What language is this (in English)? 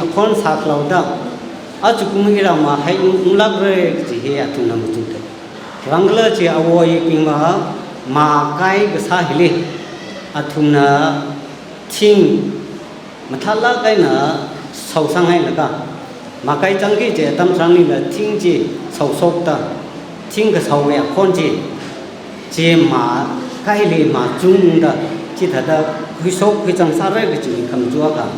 Tangkhul Naga (India)